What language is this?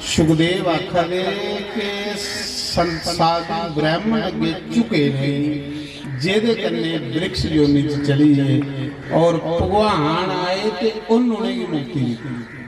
Dogri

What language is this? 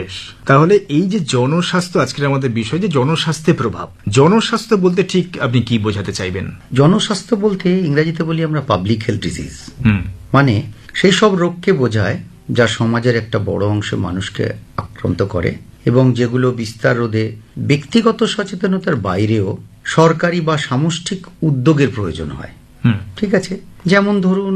Bangla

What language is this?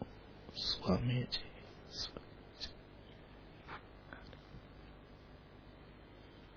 Marathi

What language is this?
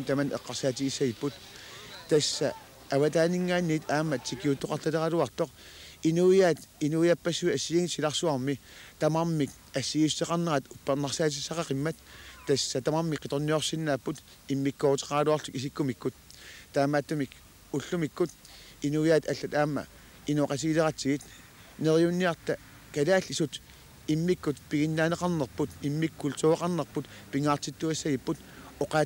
Kalaallisut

